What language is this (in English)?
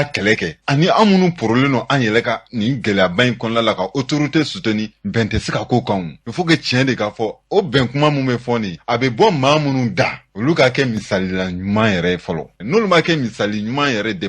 Bambara